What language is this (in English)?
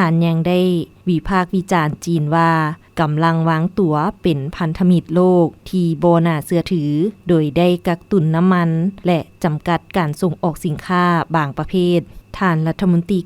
Lao